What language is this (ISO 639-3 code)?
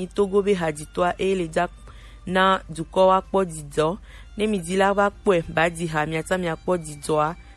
gej